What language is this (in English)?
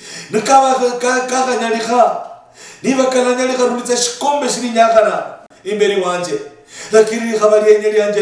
Luyia